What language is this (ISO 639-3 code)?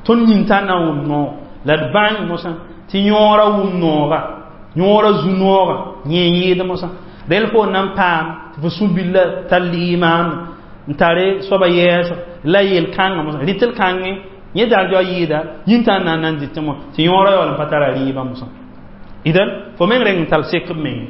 mos